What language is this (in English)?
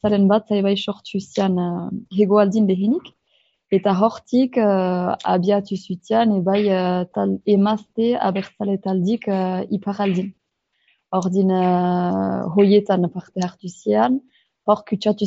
Basque